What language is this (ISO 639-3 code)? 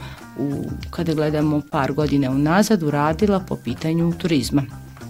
bos